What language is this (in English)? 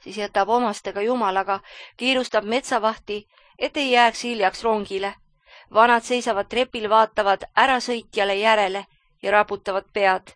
Estonian